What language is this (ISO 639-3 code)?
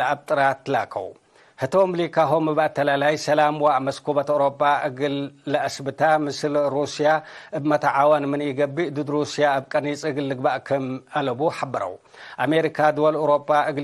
tig